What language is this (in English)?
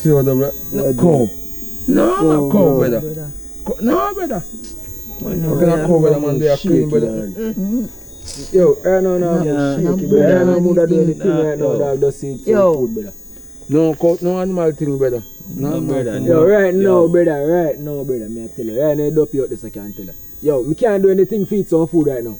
Jamaican Creole English